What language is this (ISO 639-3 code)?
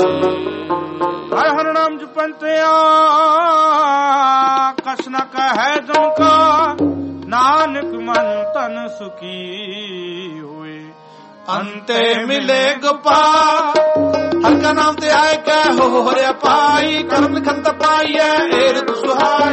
pan